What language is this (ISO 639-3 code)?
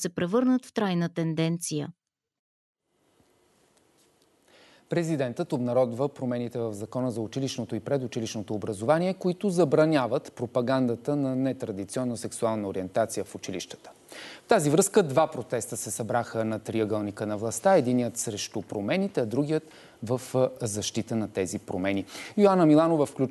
bul